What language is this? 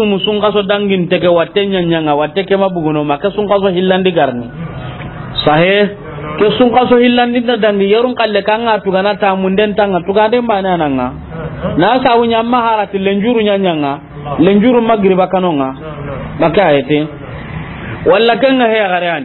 Soninke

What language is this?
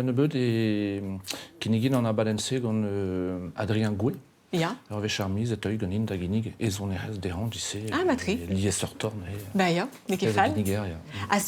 Breton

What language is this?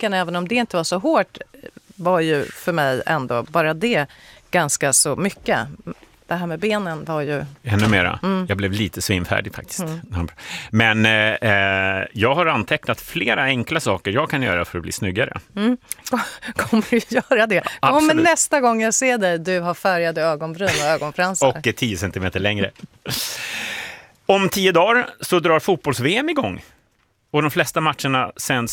Swedish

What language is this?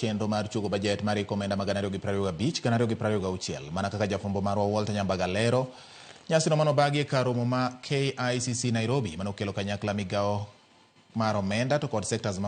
Luo (Kenya and Tanzania)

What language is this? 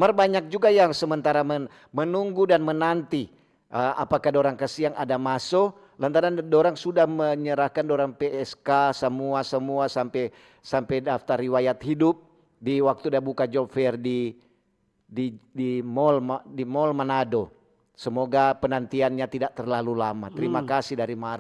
Manado Malay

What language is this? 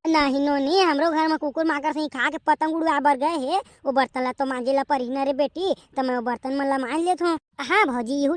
Chhattisgarhi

